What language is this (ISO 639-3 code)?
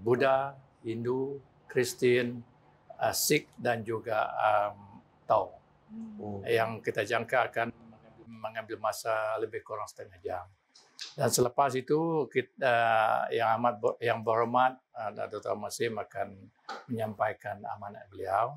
msa